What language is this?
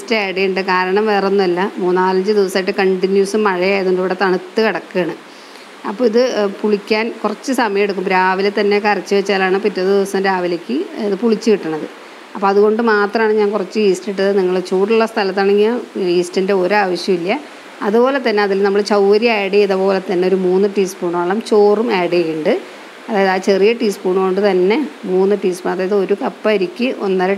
Malayalam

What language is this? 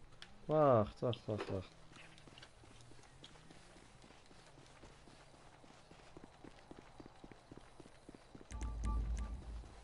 Dutch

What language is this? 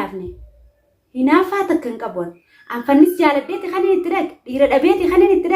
Oromo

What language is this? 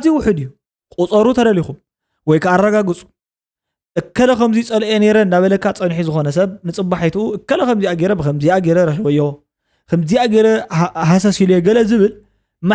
Tigrinya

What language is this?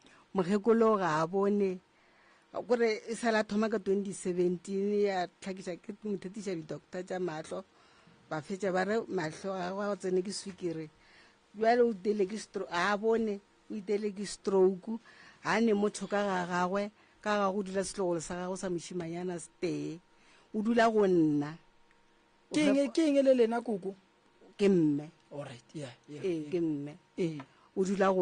Northern Sotho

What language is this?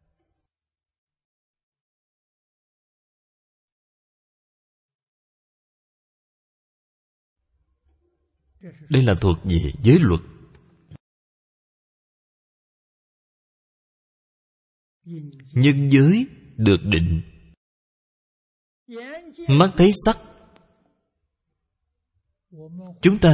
Vietnamese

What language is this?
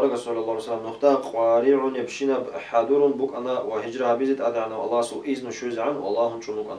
Avaric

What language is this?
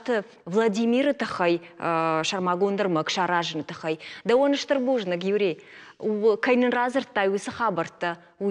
Ossetic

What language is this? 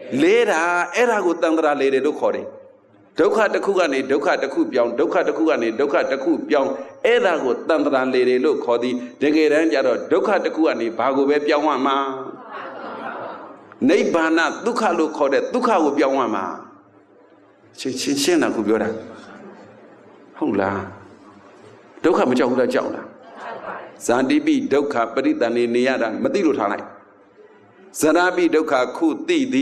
Burmese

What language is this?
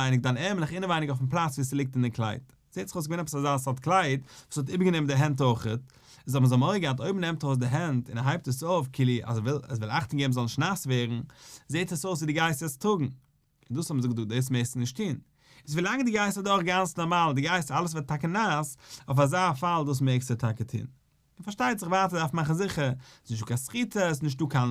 Yiddish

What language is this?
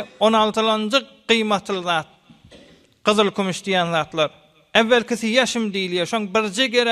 Turkmen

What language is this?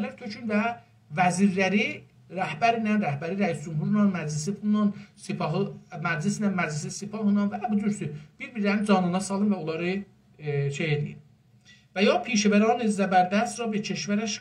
South Azerbaijani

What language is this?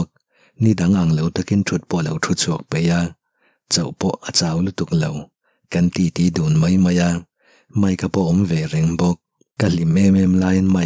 Mizo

